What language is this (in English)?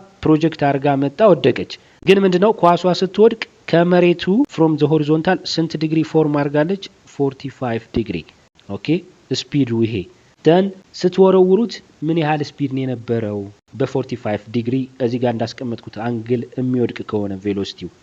Amharic